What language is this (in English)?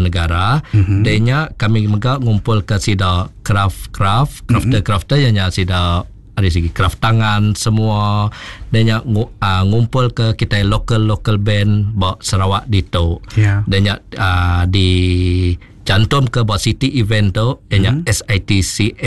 Iban